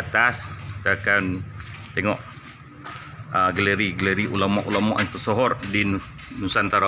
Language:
Malay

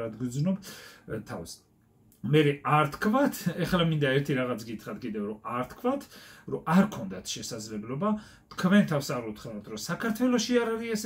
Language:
Georgian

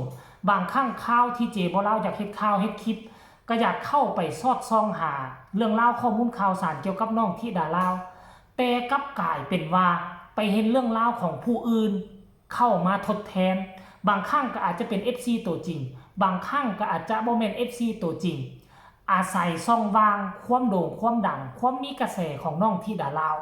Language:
Northeastern Thai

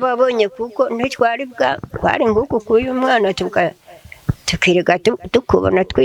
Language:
Rundi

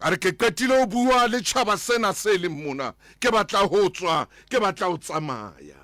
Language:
Southern Sotho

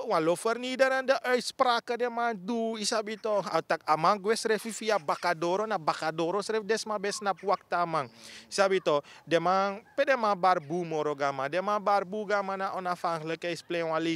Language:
Sranan Tongo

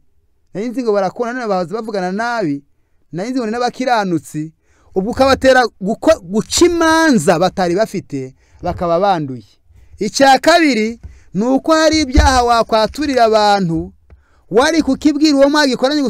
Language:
Kinyarwanda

